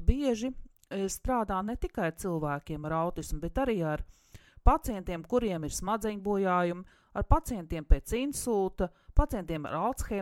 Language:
Latvian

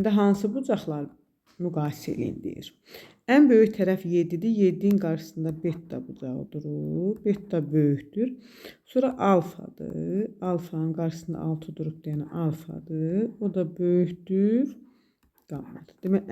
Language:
Azerbaijani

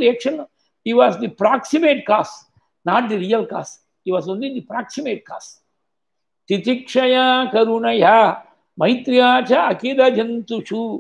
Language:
Tamil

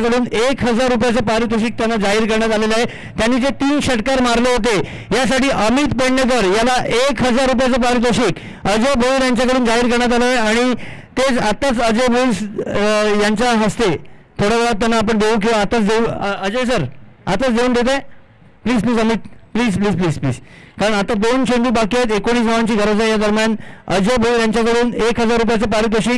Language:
Marathi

